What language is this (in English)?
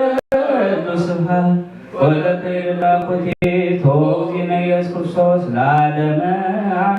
Geez